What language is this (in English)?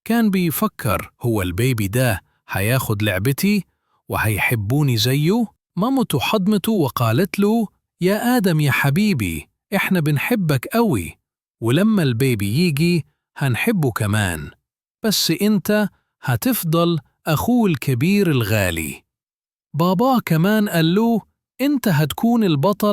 Egyptian Arabic